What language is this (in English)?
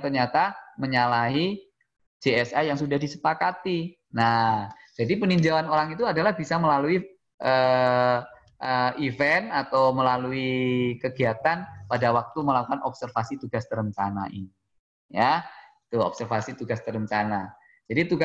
Indonesian